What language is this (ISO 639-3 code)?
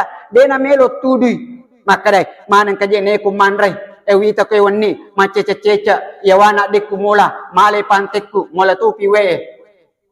bug